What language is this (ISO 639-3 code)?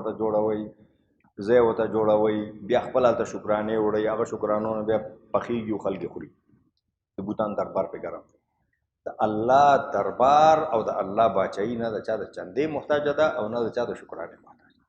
pus